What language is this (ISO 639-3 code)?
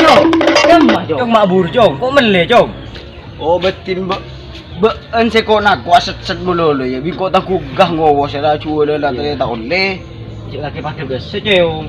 mad